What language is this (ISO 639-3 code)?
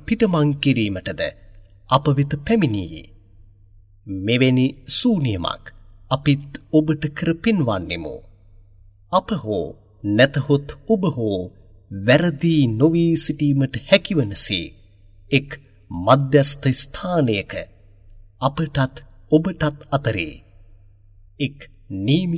sin